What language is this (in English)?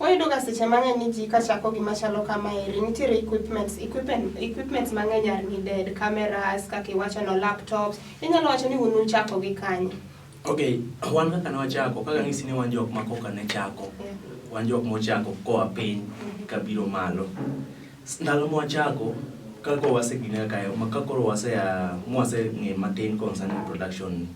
Luo (Kenya and Tanzania)